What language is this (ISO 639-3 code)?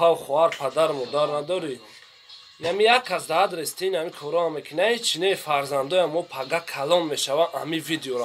tgk